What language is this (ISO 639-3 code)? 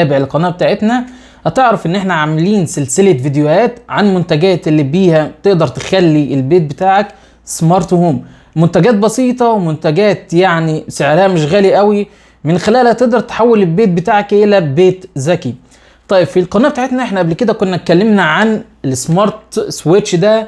arz